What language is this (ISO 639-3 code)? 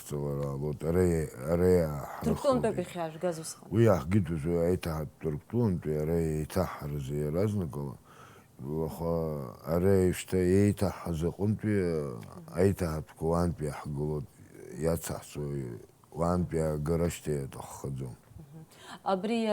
abk